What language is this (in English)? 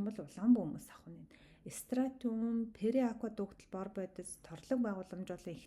Mongolian